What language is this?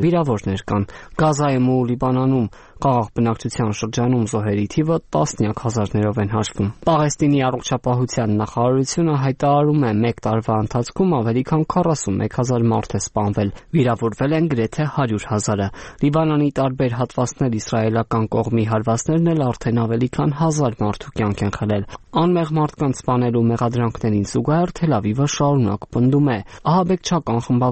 Armenian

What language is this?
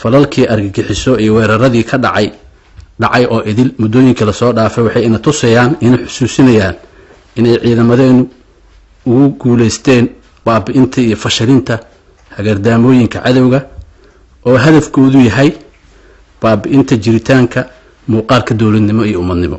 Somali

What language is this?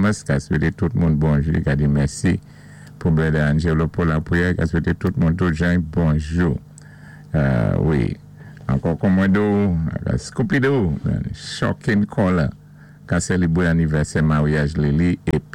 Saint Lucian Creole French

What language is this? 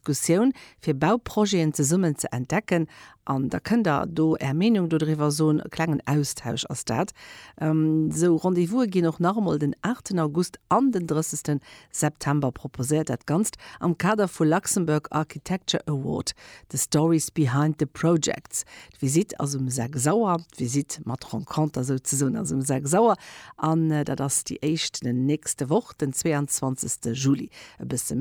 Luxembourgish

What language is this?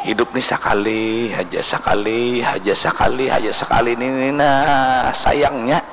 Banjar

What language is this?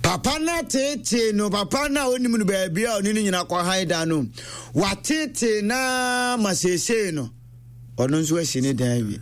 Akan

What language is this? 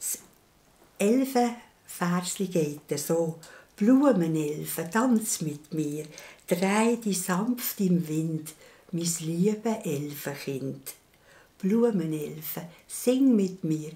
Swiss German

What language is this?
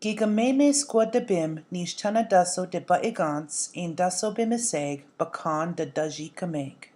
Chippewa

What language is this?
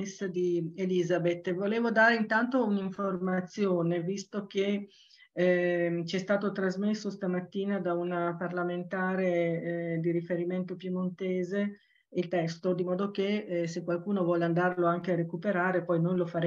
Italian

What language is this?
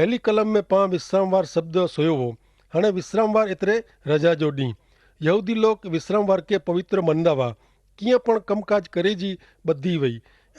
Kachhi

